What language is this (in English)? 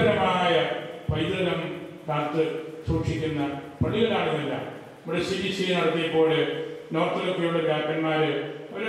Malayalam